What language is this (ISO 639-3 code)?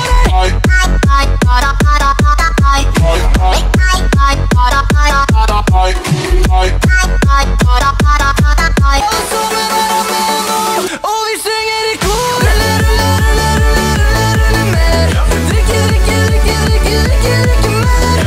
swe